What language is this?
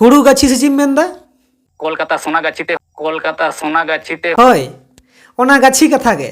Santali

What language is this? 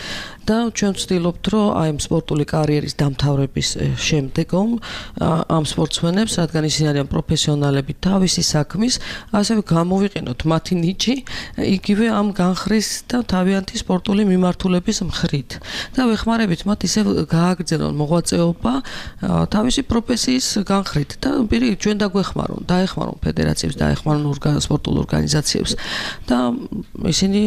Georgian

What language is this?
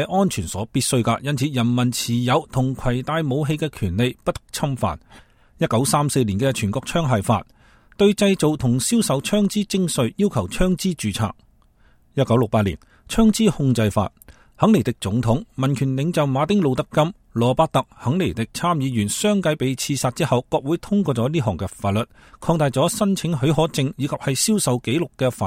Cantonese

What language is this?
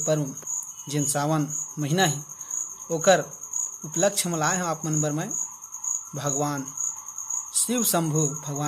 Chhattisgarhi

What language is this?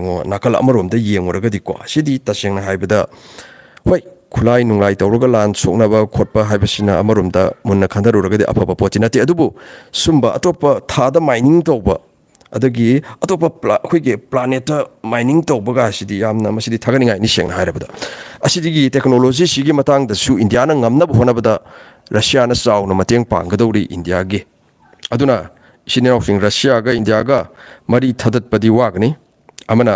Manipuri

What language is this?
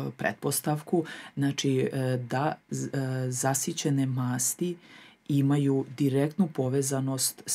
Serbian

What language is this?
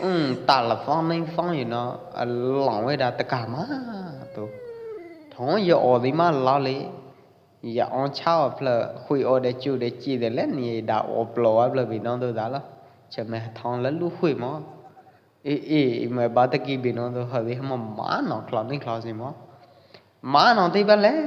Pwo Eastern Karen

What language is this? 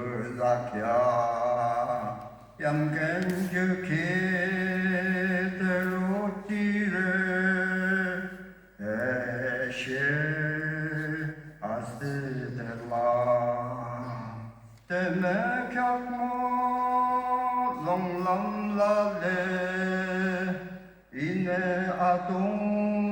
Yimchungru Naga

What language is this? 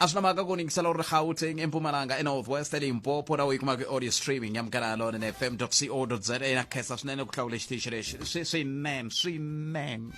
Tsonga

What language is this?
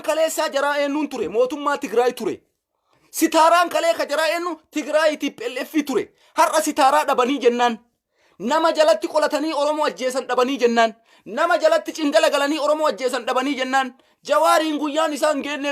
Oromo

